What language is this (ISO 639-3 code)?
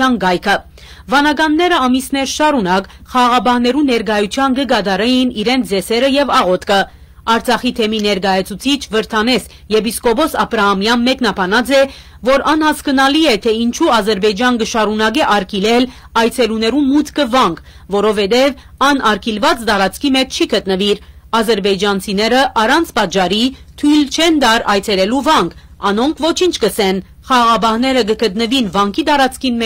hyw